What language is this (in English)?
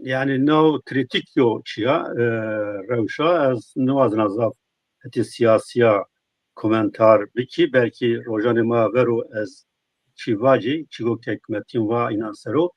Zaza